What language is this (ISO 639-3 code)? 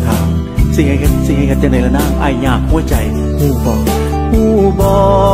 tha